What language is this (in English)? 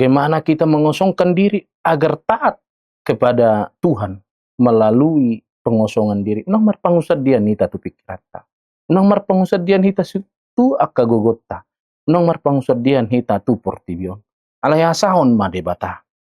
Batak Toba